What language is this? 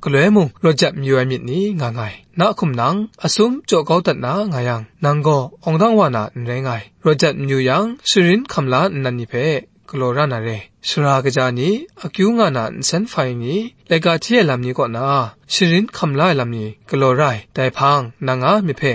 Kachin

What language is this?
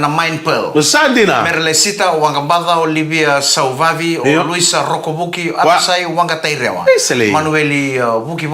Fijian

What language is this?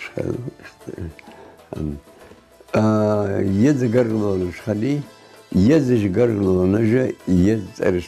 Ingush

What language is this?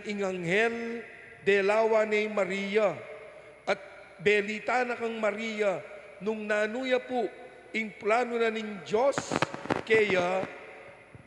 Pampanga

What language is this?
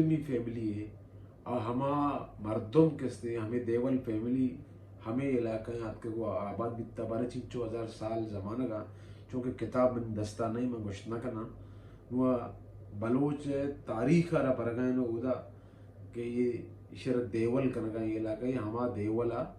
Baluchi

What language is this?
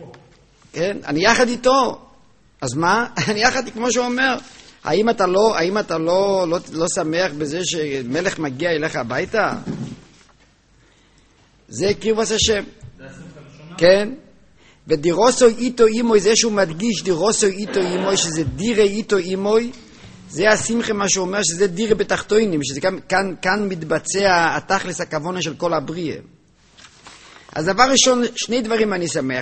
Hebrew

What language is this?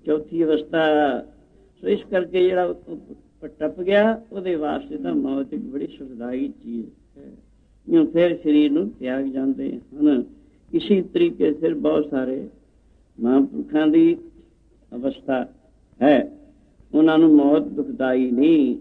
Punjabi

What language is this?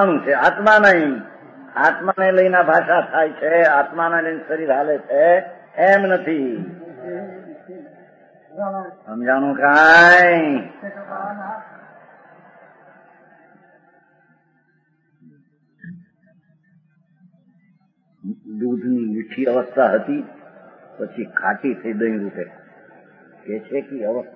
Gujarati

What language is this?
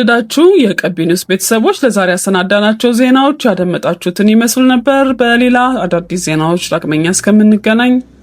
Amharic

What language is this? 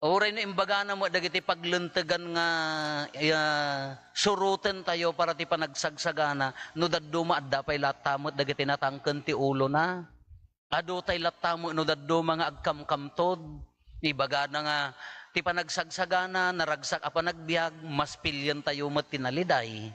Iloko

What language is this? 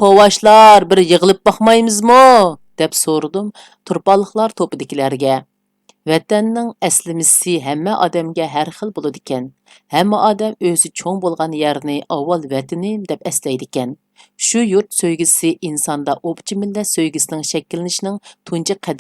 Uyghur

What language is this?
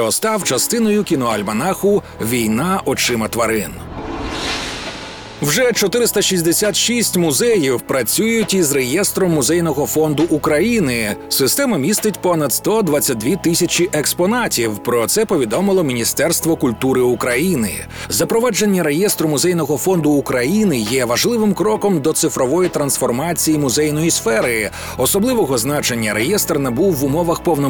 Ukrainian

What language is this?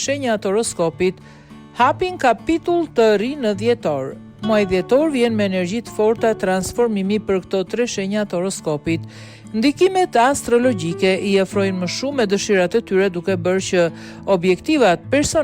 Albanian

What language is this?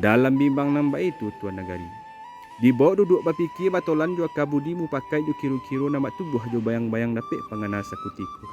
Minangkabau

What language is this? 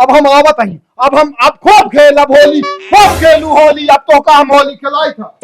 Awadhi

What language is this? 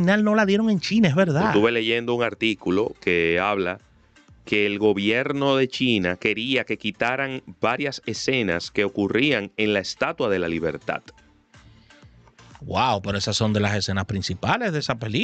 Spanish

